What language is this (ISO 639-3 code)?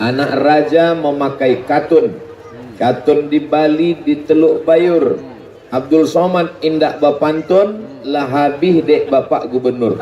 min